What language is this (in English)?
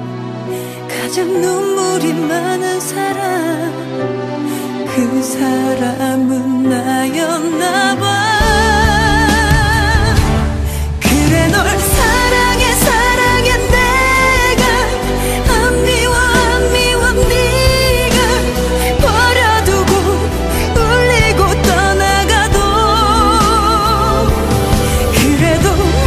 Korean